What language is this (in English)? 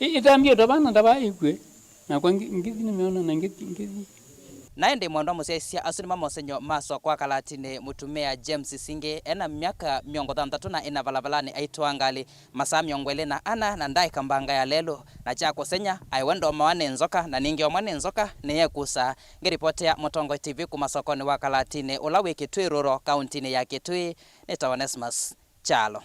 Kamba